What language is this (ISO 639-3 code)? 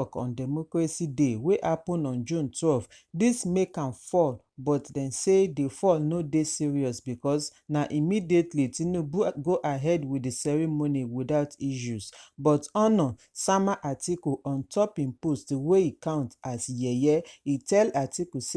pcm